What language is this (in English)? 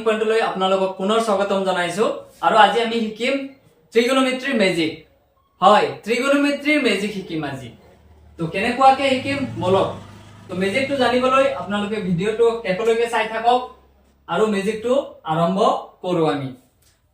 Assamese